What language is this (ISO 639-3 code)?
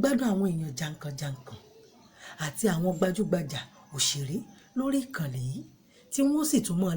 yor